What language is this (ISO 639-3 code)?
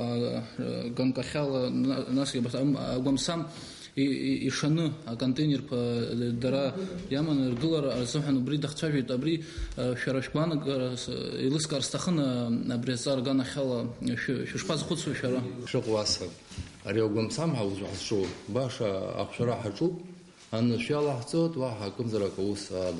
abk